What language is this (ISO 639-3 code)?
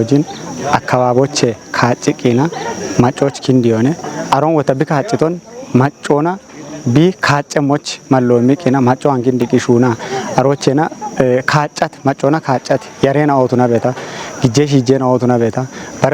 kbr